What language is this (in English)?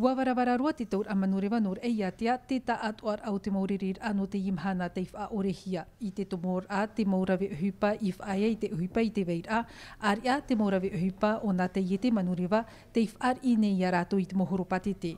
Tahitian